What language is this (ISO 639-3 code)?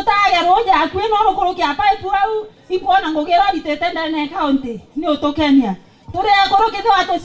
mer